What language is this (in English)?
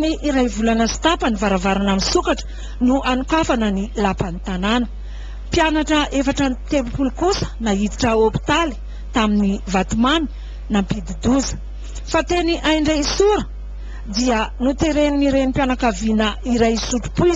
Malagasy